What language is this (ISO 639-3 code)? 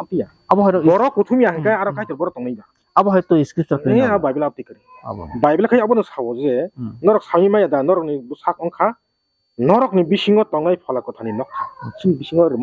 trp